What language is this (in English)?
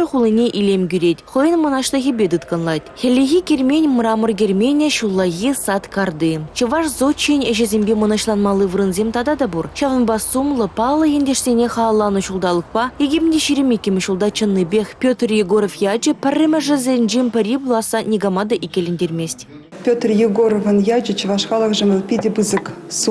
Chuvash